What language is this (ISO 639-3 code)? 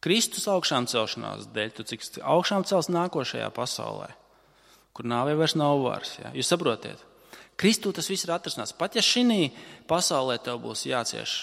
lav